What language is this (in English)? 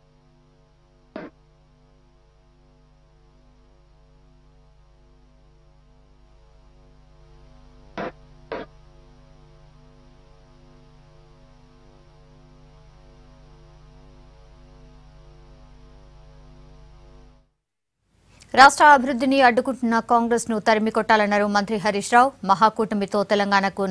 Telugu